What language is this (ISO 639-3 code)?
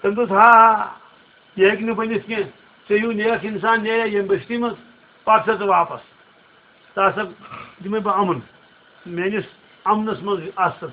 kas